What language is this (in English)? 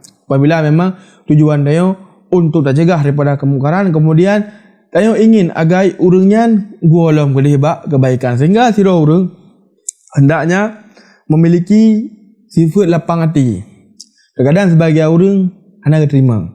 Achinese